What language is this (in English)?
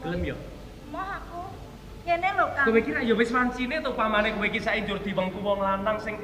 Javanese